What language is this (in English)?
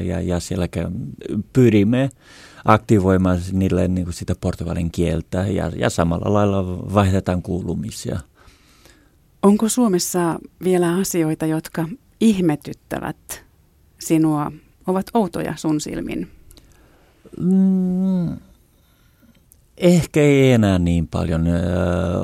Finnish